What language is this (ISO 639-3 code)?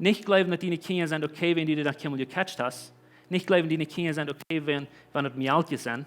pdt